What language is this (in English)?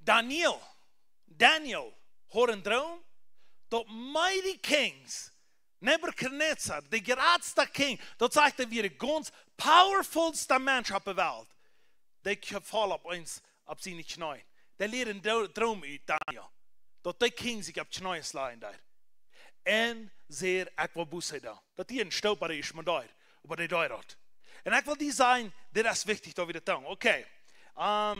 Plautdietsch